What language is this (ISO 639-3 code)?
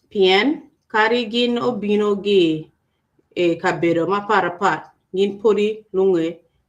ach